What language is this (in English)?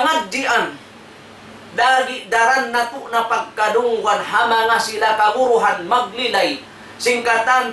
Tausug